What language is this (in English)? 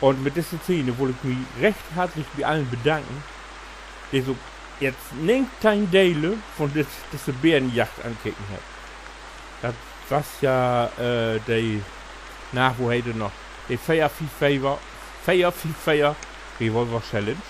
Low German